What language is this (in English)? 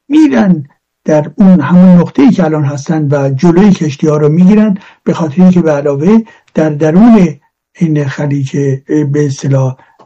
Persian